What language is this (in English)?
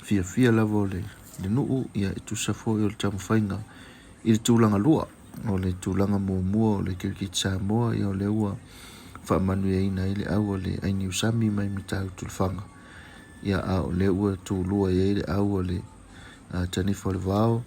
Samoan